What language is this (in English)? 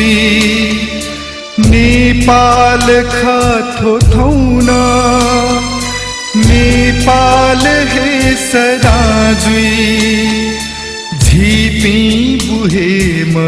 Newari